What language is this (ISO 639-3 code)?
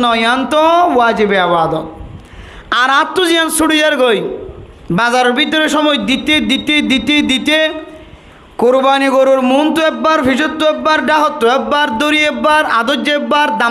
rhg